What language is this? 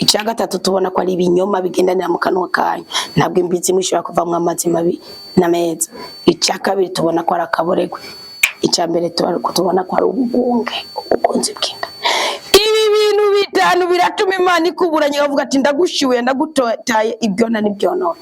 Rundi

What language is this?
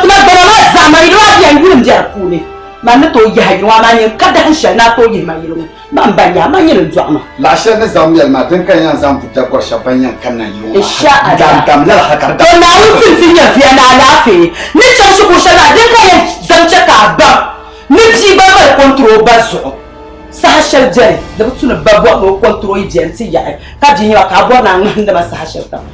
Dagbani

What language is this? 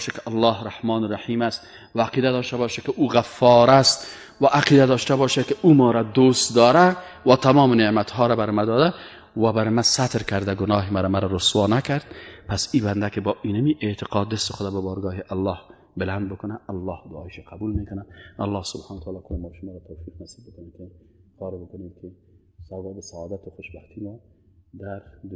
Persian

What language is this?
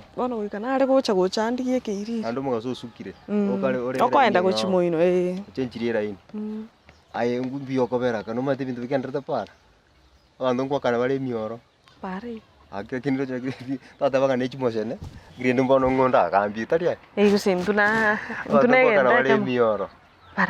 Gusii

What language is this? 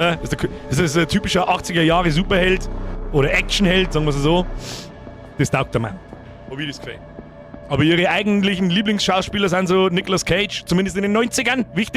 Bavarian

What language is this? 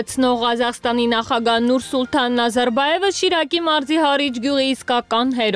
Armenian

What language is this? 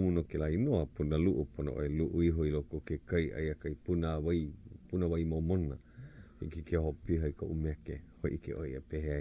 Hawaiian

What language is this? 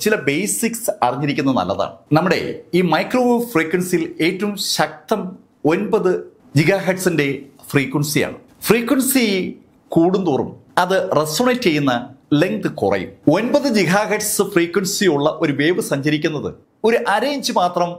Malayalam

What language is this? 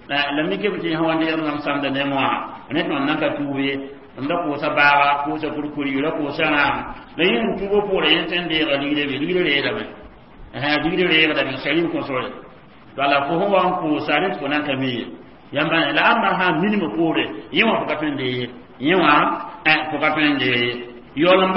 Mossi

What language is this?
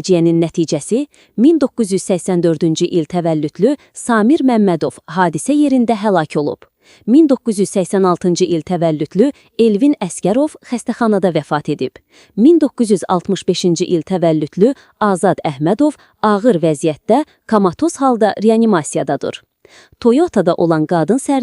Azerbaijani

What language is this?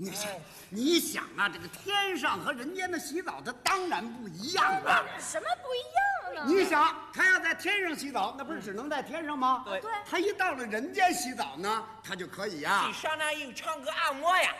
Chinese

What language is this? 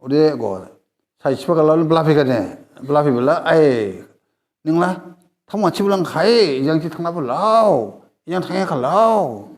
Dimasa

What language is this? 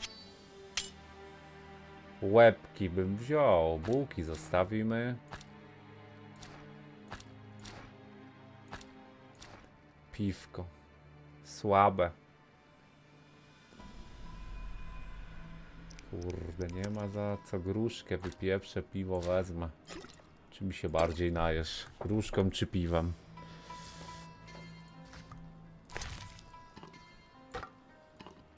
Polish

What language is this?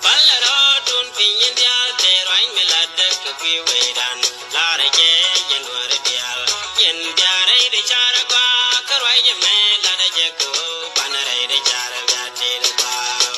Nuer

